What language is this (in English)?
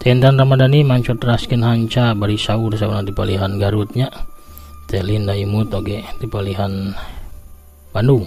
Sundanese